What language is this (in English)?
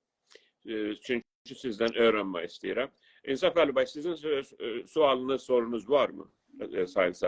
South Azerbaijani